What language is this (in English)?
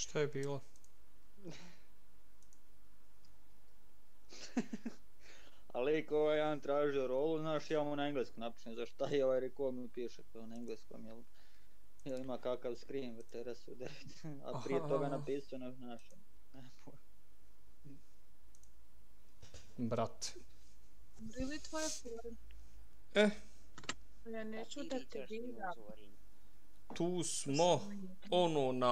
Bosnian